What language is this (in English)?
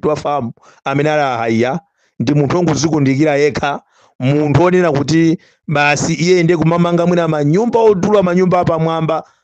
Nyanja